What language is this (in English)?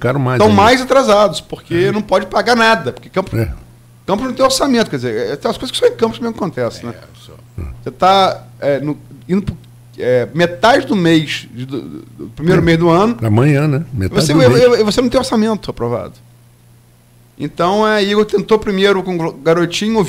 Portuguese